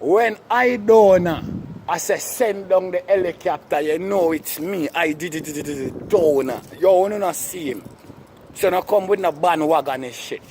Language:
Jamaican Creole English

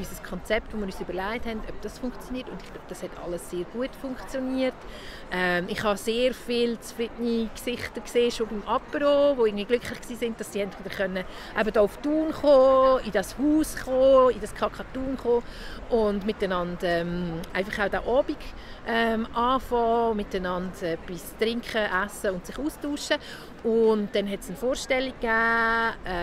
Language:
Swiss German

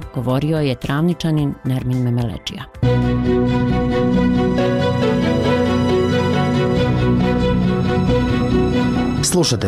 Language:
Bosnian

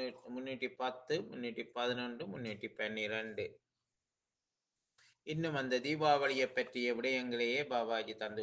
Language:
Tamil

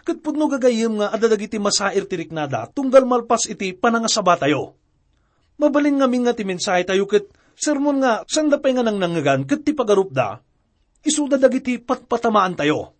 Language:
Iloko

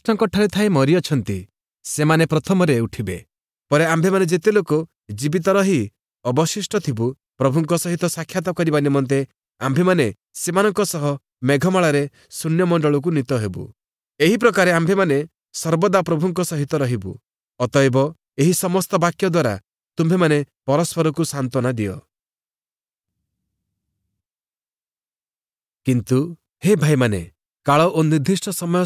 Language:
Odia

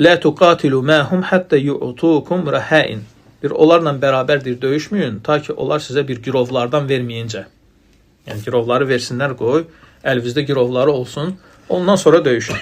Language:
Azerbaijani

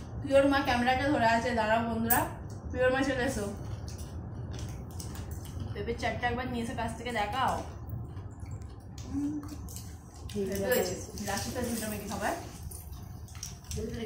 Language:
Bangla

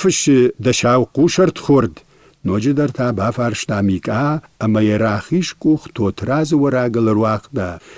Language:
Ossetic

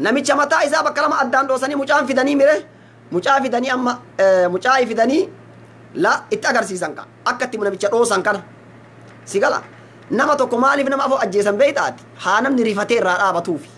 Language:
Oromo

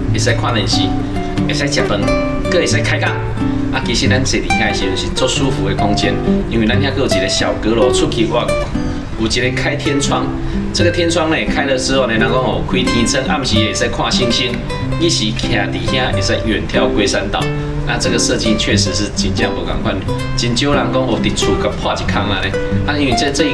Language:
Min Nan Chinese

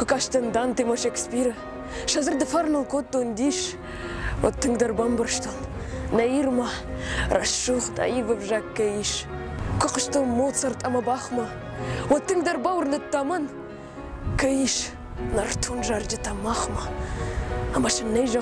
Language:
Ossetic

